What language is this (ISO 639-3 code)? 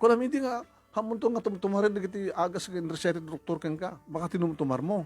ilo